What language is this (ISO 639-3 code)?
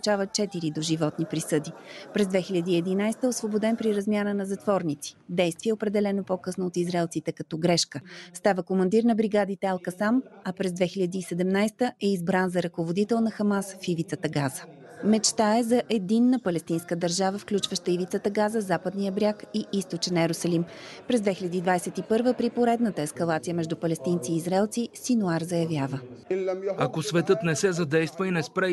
bul